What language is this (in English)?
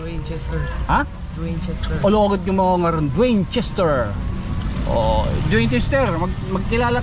Waray